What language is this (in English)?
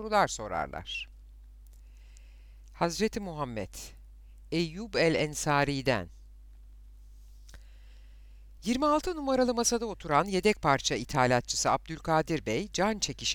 Turkish